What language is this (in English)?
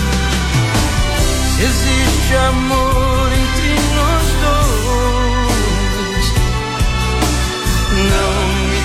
Portuguese